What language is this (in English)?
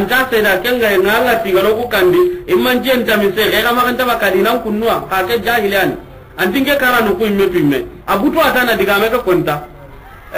Soninke